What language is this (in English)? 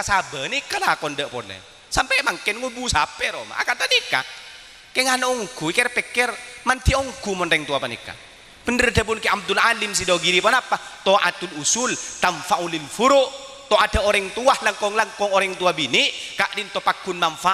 Madurese